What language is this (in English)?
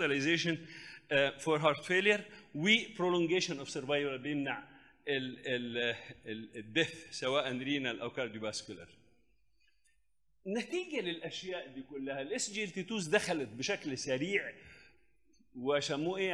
Egyptian Arabic